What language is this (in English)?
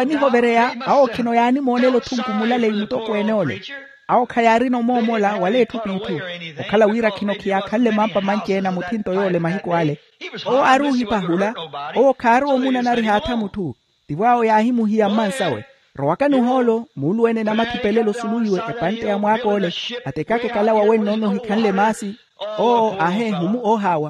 Makhuwa